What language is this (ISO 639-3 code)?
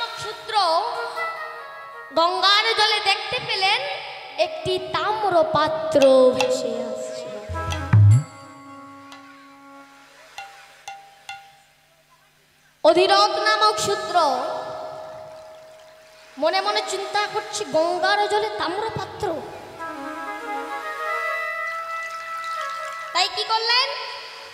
ben